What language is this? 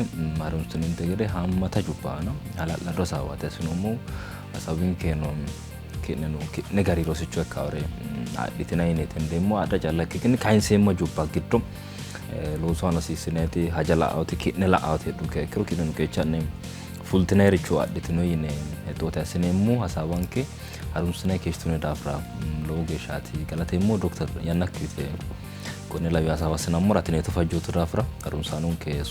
Sidamo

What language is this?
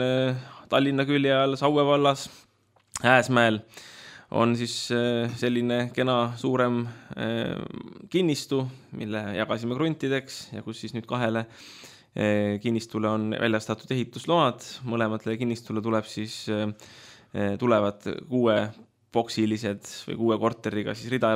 Estonian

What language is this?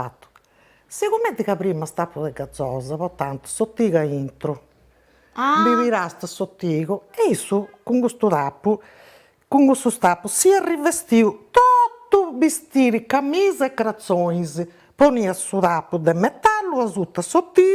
Sardinian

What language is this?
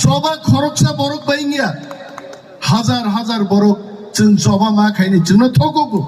Kok Borok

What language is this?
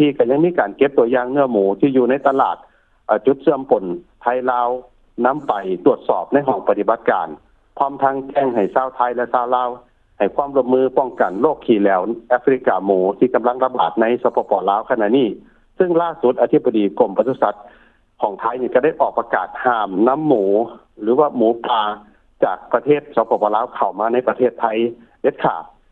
Lao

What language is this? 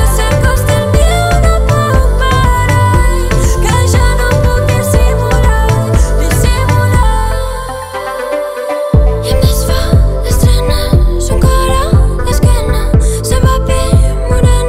Catalan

